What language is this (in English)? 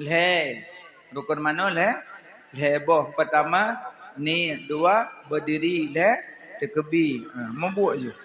Achinese